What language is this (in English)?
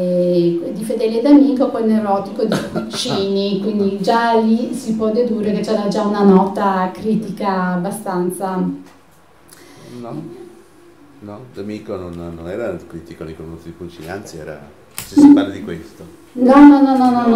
Italian